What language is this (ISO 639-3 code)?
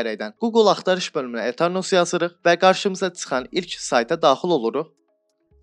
aze